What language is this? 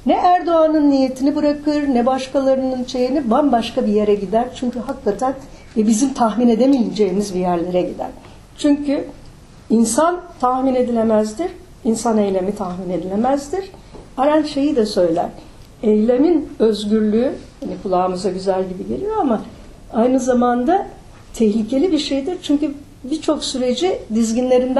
Turkish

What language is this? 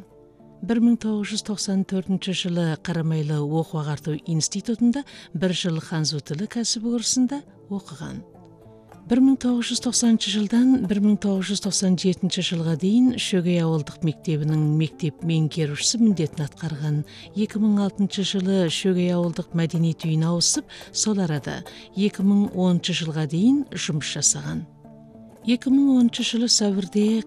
Kazakh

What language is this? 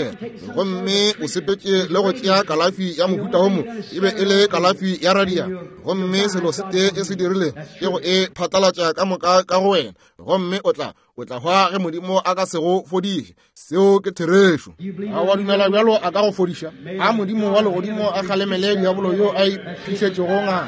Northern Sotho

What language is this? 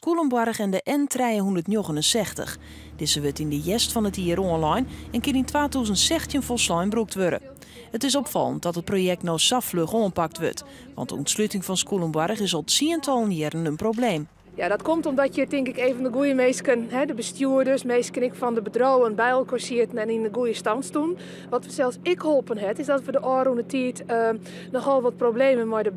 Western Frisian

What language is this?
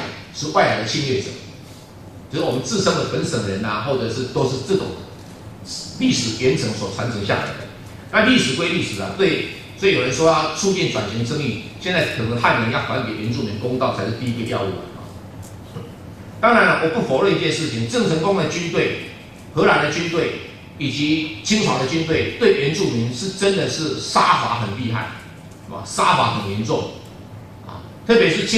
Chinese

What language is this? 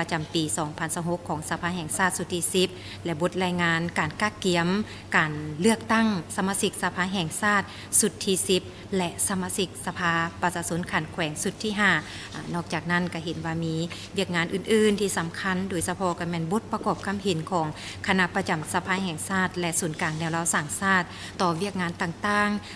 Lao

